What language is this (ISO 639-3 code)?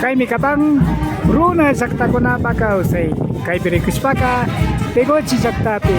qvi